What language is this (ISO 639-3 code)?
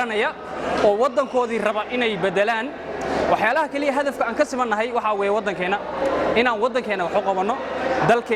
som